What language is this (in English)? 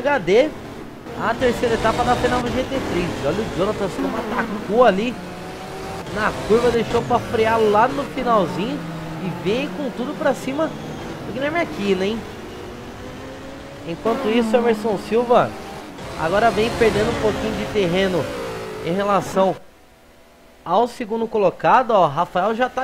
Portuguese